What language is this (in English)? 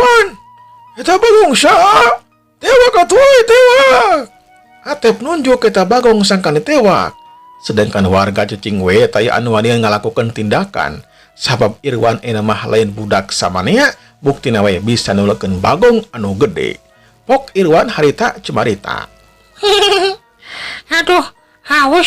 Sundanese